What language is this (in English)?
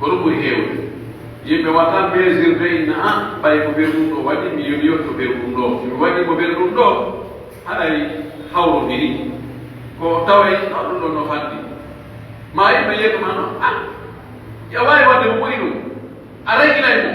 Pular